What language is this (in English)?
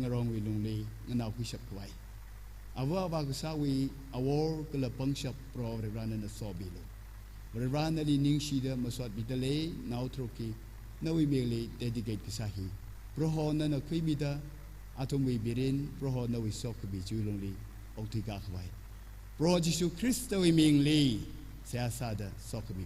Tangkhul Naga (India)